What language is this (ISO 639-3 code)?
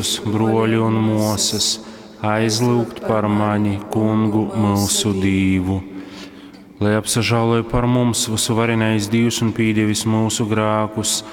ltg